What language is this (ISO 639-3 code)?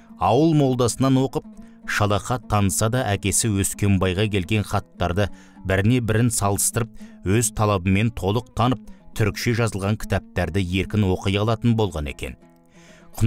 kaz